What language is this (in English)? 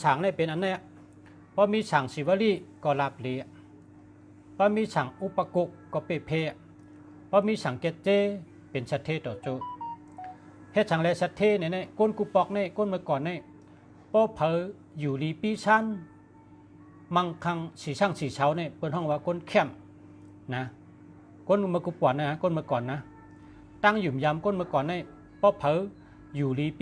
Shan